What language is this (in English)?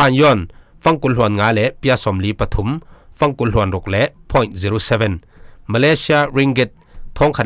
Falam Chin